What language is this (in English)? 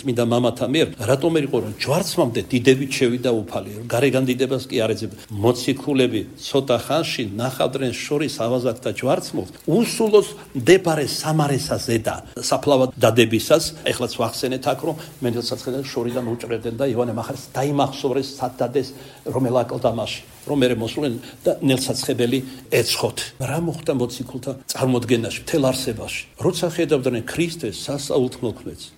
Georgian